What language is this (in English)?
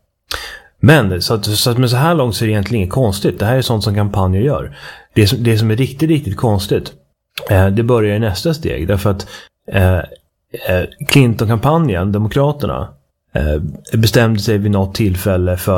Swedish